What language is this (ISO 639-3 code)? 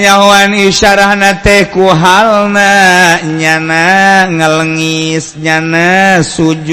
sun